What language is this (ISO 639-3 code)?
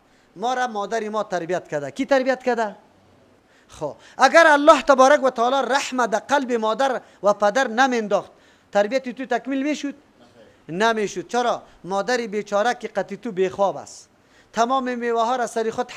fas